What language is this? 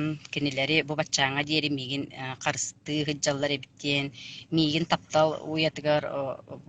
Yakut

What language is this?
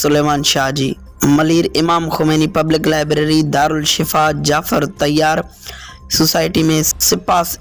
Sindhi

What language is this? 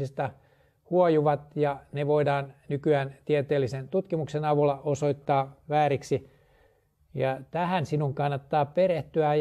Finnish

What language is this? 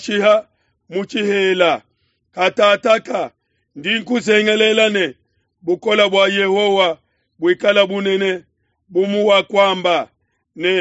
Luba-Lulua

